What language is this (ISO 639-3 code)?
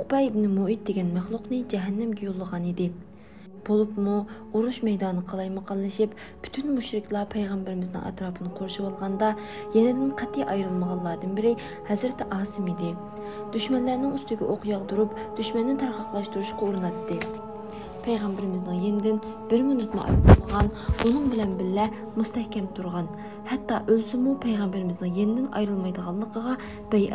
uig